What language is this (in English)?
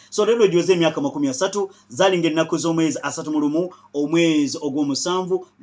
Ganda